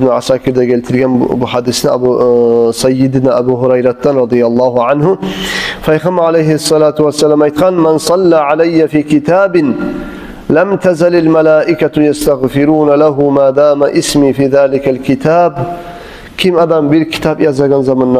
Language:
Kumyk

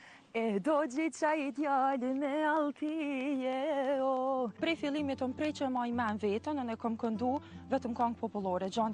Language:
Albanian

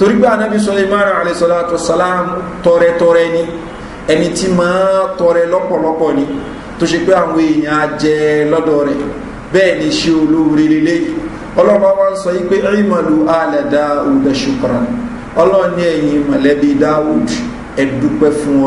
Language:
Yoruba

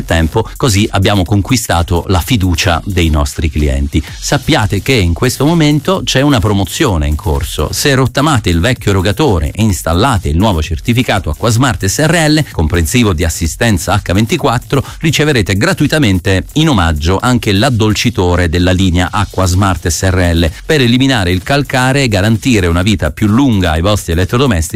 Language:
Italian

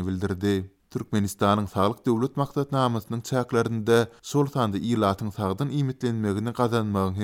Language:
Turkmen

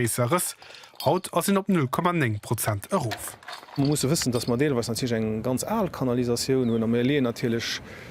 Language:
Luxembourgish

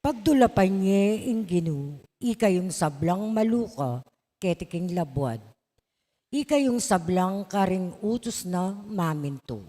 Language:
Pampanga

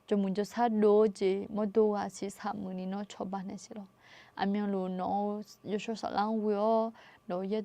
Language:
Akha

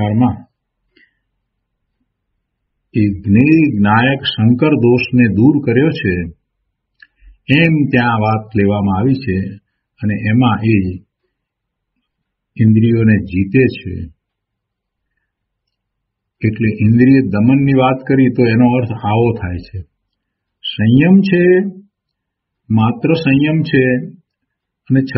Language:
Gujarati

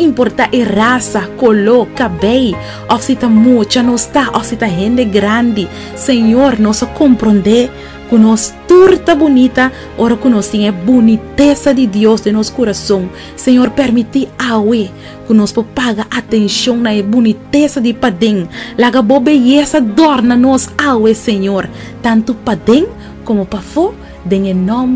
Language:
Papiamento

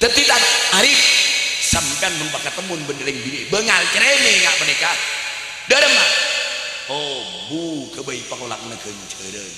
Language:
Madurese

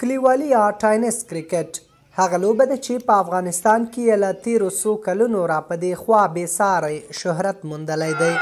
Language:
Pashto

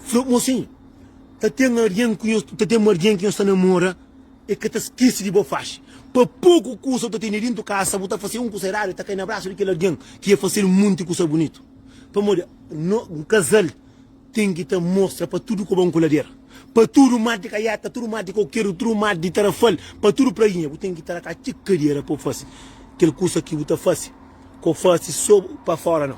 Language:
Kabuverdianu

